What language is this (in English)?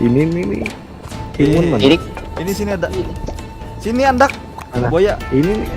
Banjar